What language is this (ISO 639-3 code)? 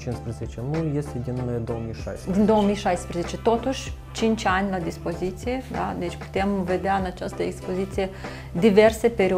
ron